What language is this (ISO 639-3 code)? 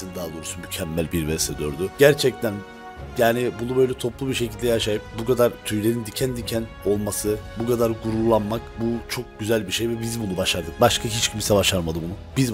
tur